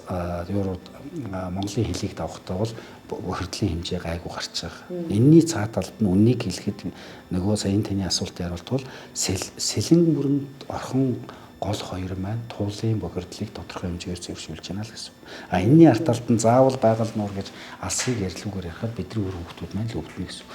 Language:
Mongolian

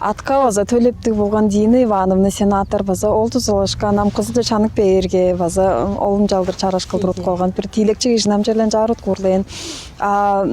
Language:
Tuvinian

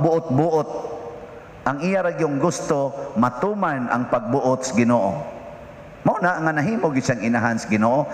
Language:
Cebuano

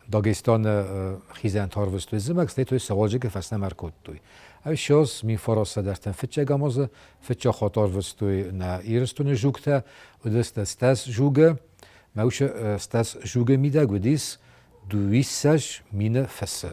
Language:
Ossetic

